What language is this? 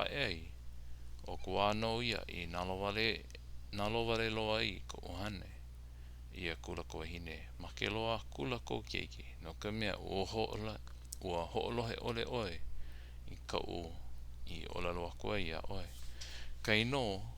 Hawaiian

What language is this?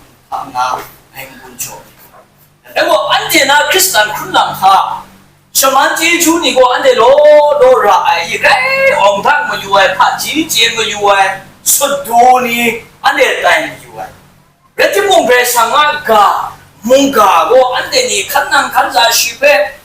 Kachin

